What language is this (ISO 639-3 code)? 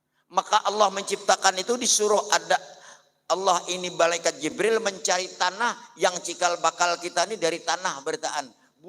bjn